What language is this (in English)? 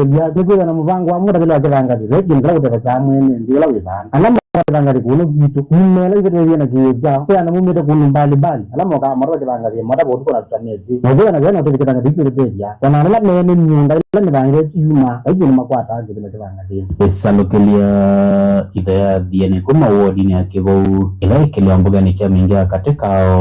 Kamba